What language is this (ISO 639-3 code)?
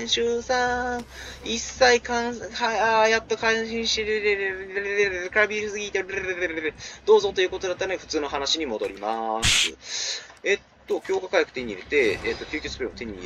jpn